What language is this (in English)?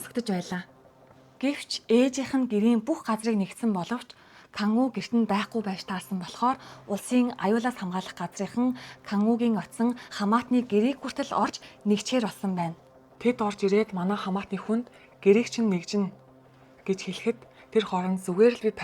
Mongolian